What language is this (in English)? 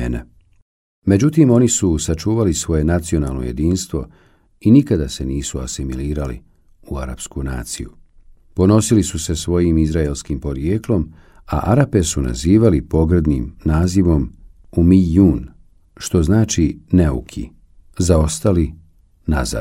Bosnian